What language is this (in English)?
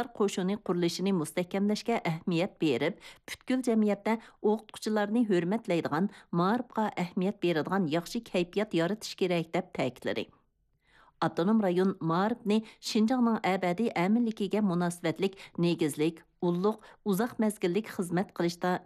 Uyghur